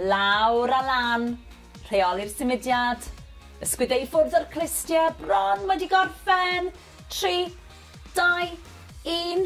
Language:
Welsh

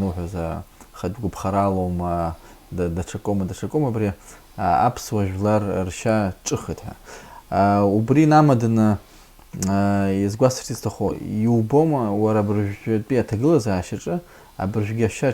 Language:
Abkhazian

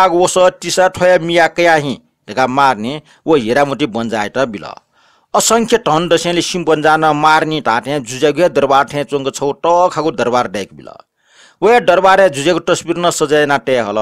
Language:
Newari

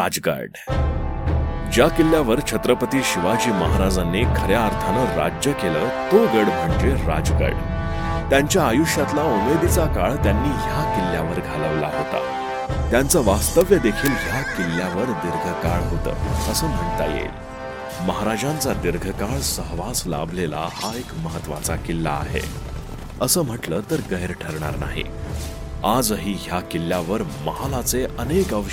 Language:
Marathi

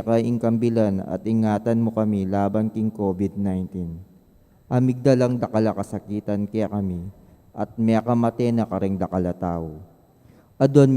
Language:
Pampanga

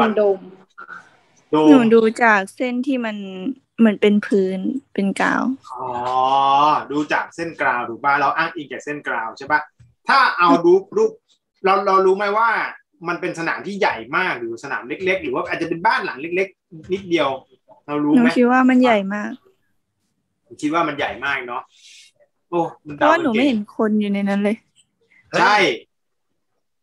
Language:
Thai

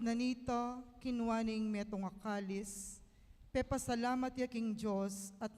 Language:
Pampanga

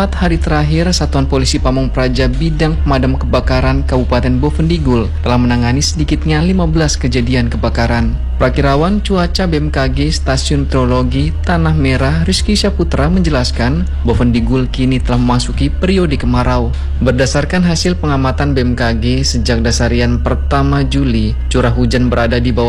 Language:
Indonesian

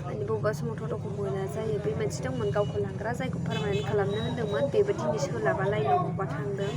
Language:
Bodo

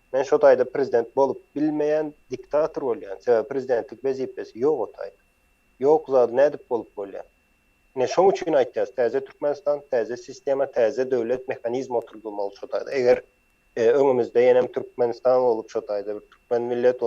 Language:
Turkmen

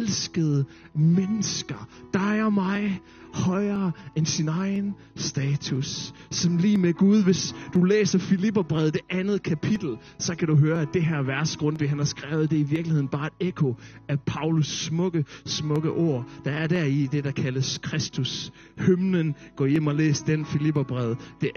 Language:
Danish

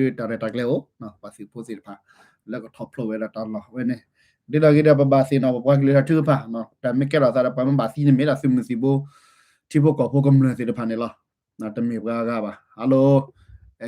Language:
S'gaw Karen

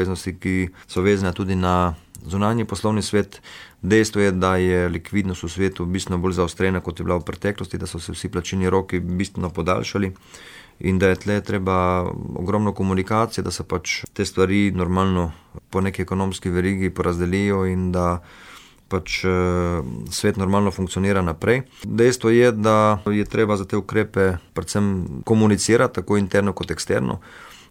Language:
Slovenian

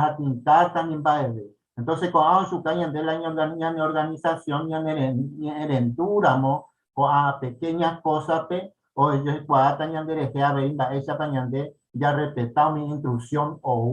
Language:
Guarani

